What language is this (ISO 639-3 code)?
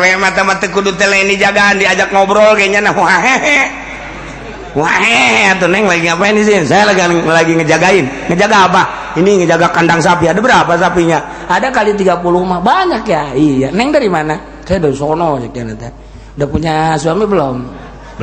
sun